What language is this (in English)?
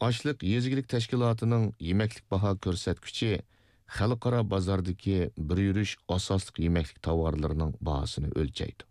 Uyghur